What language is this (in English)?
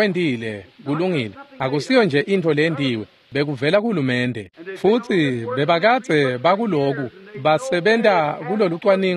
Swati